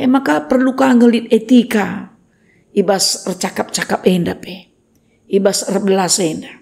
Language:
Batak Karo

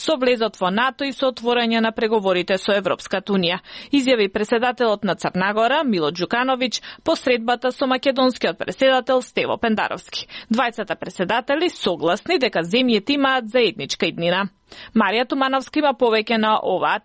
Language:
Macedonian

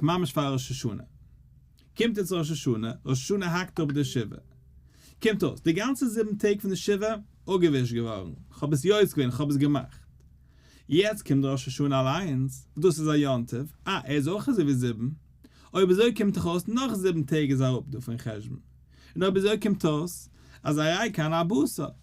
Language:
Yiddish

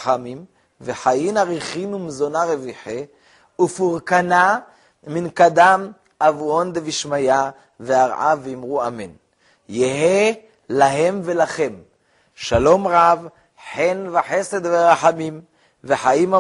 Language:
Hebrew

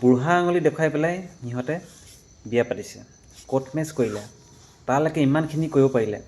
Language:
Assamese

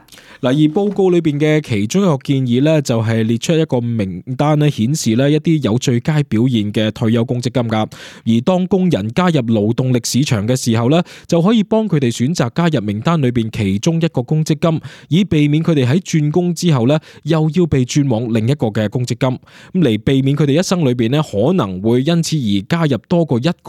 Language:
Cantonese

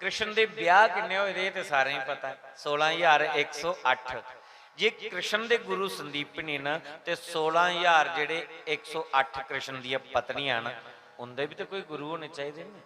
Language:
Dogri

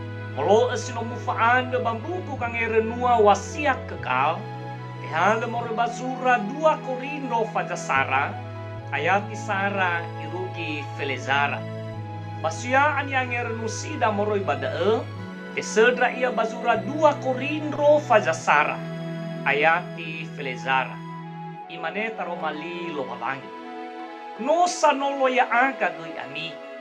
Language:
Nias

